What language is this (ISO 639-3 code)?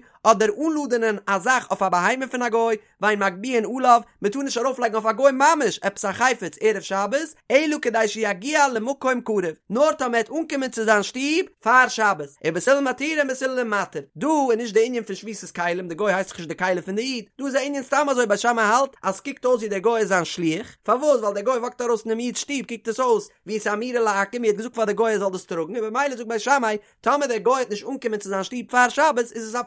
yid